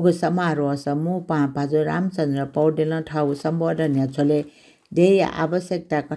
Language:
Newari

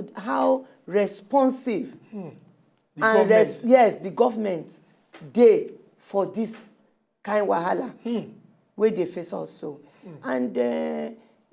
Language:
Nigerian Pidgin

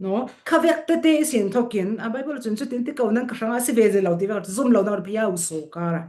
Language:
Falam Chin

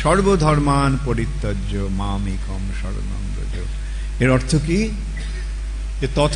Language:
Bangla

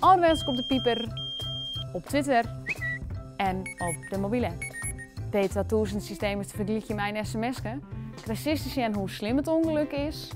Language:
Western Frisian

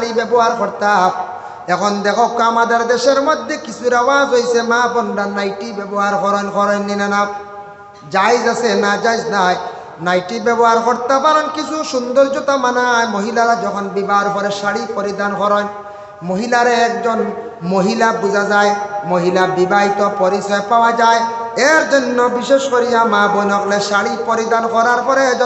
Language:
Sylheti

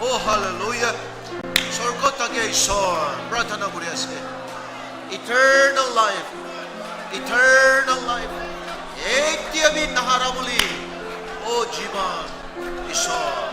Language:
Naga Pidgin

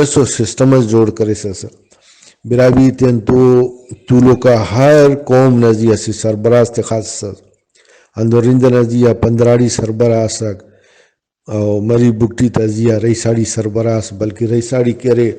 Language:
Brahui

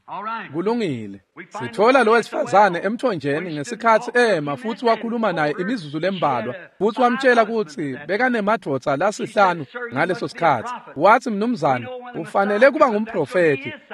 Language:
Swati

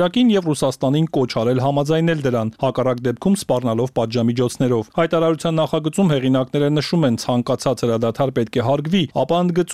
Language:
Armenian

